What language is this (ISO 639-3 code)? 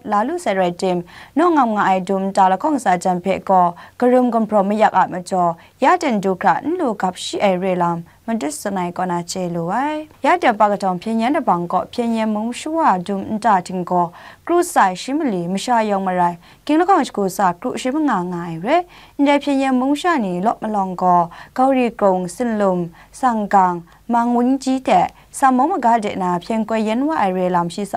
kac